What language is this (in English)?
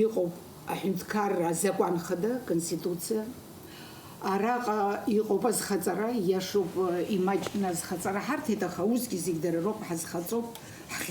Abkhazian